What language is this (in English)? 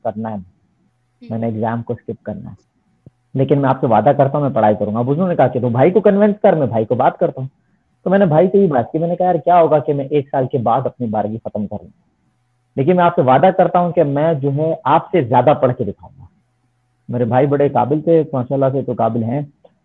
Hindi